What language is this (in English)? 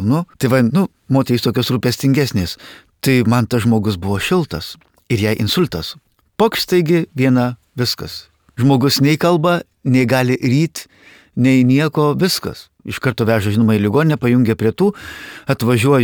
Lithuanian